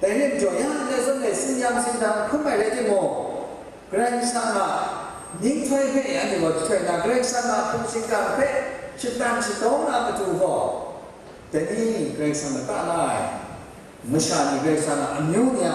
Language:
Kachin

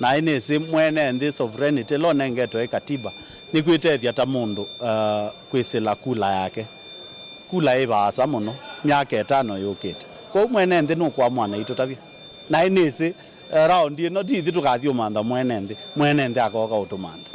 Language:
Kamba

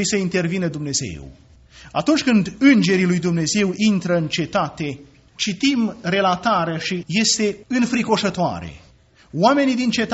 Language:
Romanian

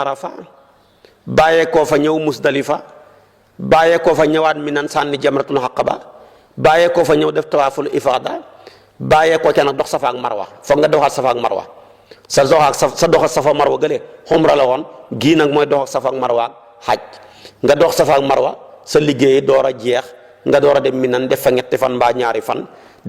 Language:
Wolof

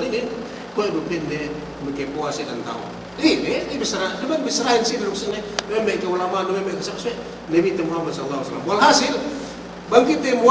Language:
Yakan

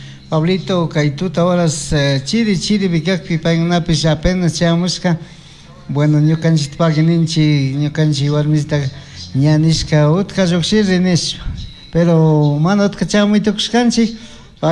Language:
Chimborazo Highland Quichua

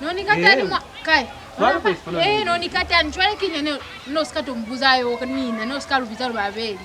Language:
Lozi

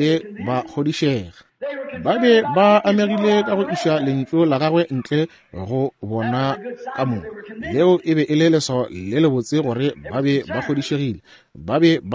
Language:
Northern Sotho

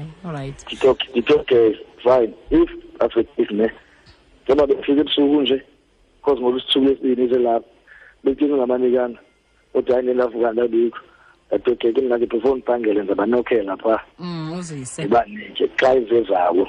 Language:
Xhosa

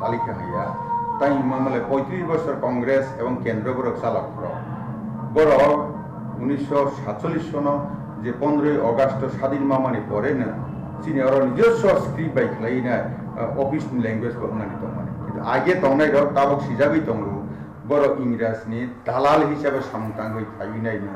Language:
Kok Borok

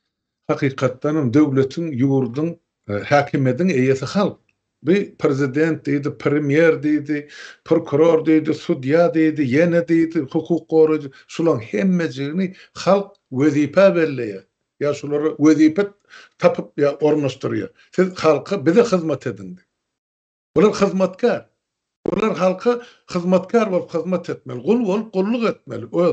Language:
Turkmen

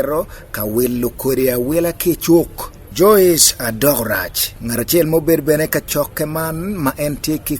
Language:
Acoli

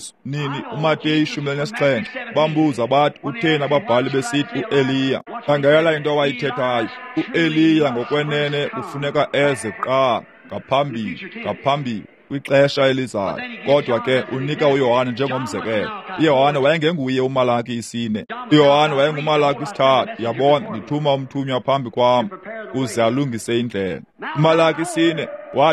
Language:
Xhosa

